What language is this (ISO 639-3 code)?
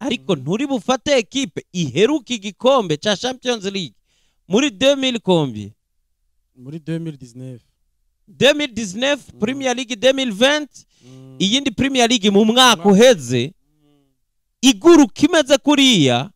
run